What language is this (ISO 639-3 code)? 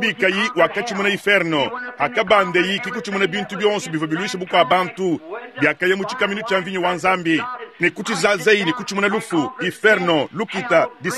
lua